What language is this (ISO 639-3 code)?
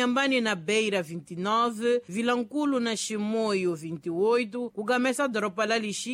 tso